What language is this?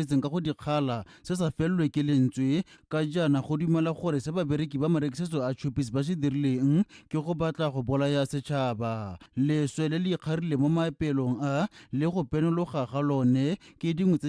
Tswana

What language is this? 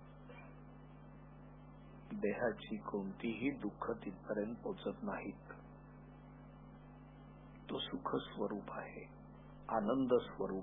Marathi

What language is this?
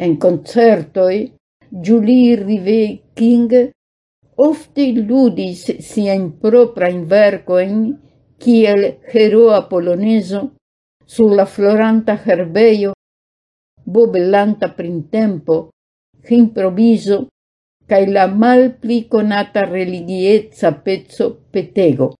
Esperanto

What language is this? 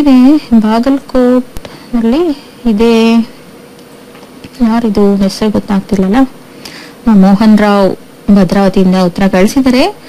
Kannada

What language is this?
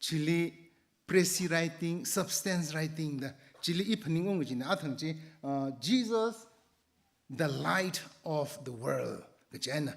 Tangkhul Naga (India)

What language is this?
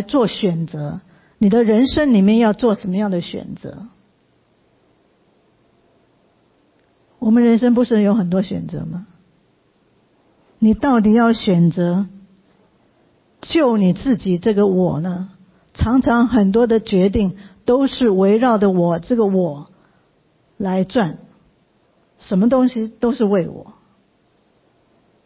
Chinese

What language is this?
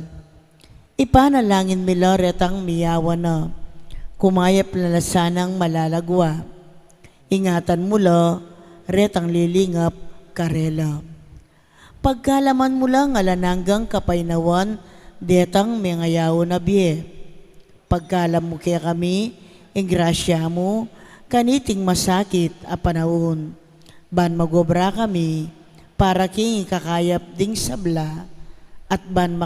Pampanga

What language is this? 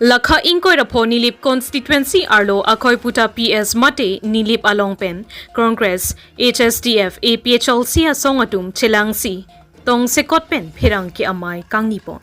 Karbi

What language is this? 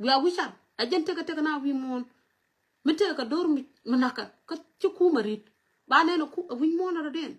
Nuer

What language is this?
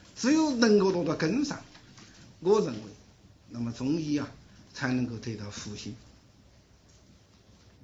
Chinese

